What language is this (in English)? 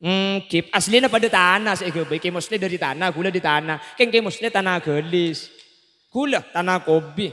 Madurese